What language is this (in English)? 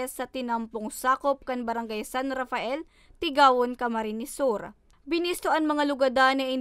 Bikol